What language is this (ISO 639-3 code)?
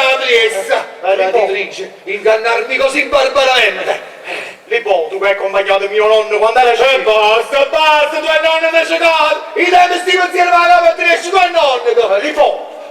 nap